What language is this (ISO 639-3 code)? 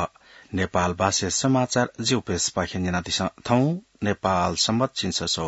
new